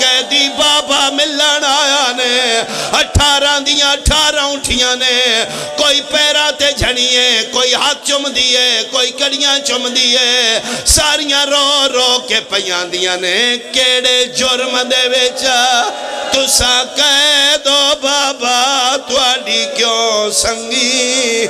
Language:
Pahari-Potwari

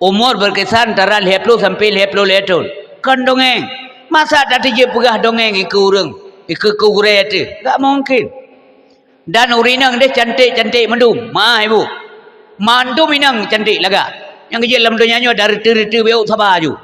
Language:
Achinese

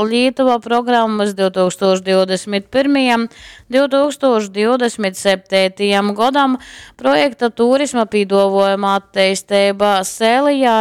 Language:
Latgalian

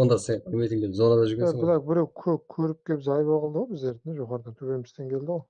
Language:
Kara-Kalpak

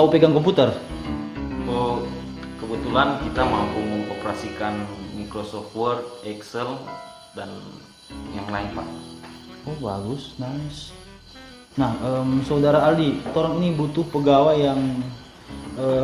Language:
Manado Malay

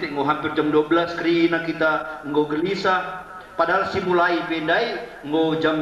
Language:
Batak Karo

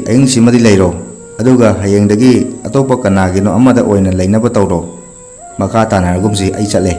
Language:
Manipuri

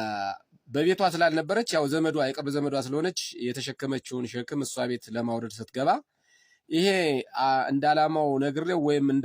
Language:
Amharic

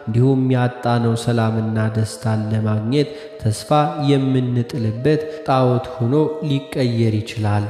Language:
Amharic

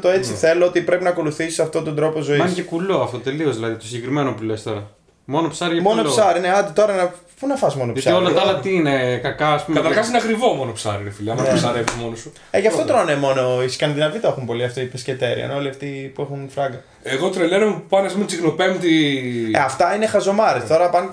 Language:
Greek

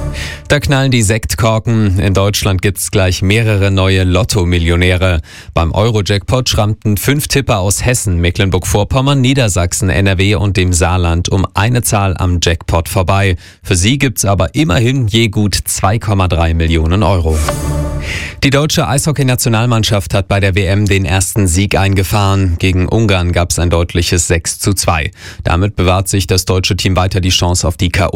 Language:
German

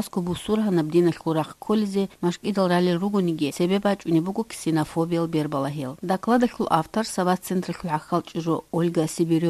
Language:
Avaric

